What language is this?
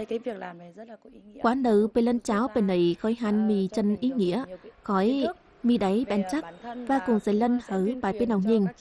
Tày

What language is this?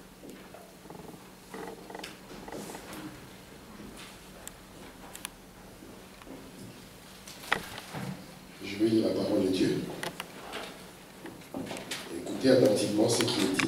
French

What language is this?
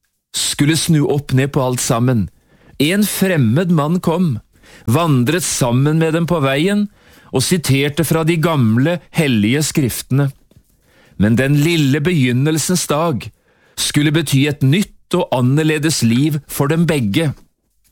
Norwegian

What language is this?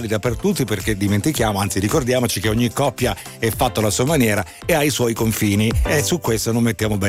Italian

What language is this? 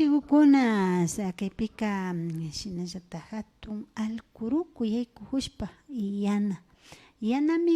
Imbabura Highland Quichua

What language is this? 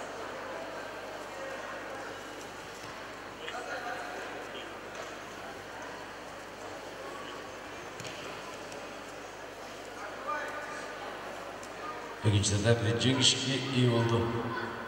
Kazakh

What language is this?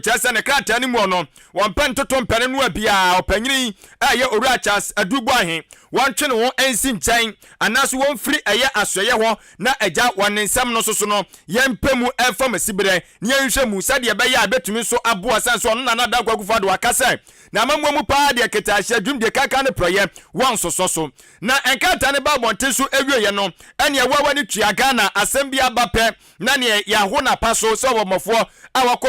Akan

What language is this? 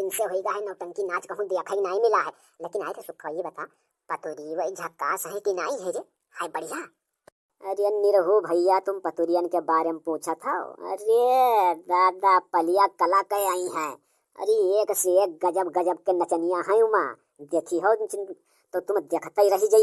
Awadhi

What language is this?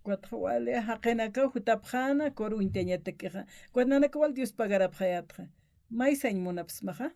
Aymara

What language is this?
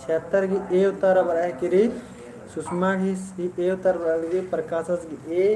Kurukh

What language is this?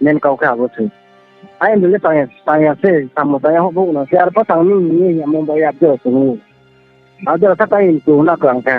Riang (India)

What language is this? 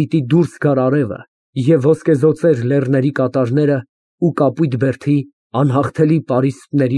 Armenian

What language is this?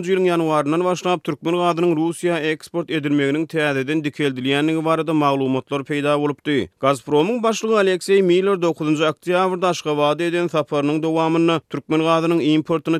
Turkmen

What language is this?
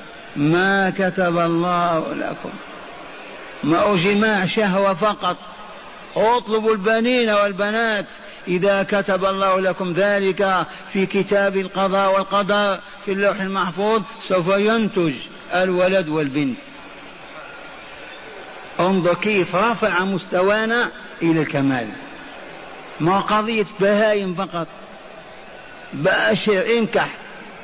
Arabic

